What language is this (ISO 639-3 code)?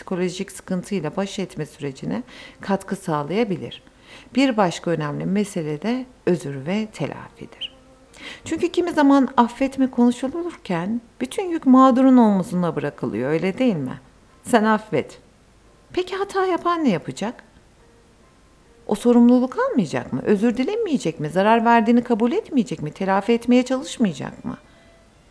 tur